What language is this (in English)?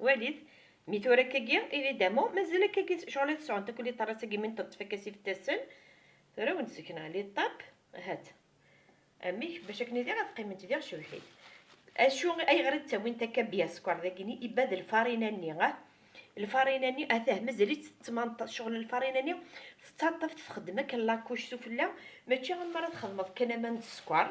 Kabyle